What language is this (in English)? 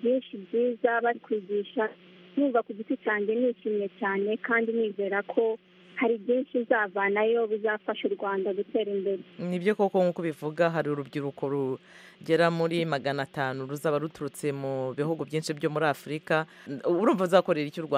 Kinyarwanda